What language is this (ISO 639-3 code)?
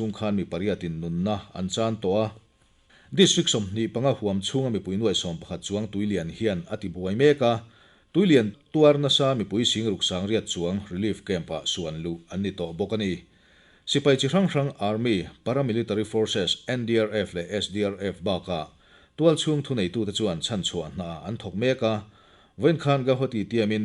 lus